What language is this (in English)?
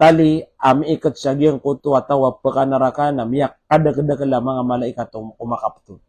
Maranao